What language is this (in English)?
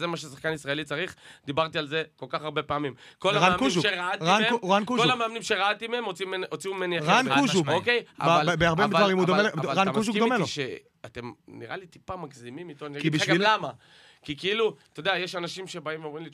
Hebrew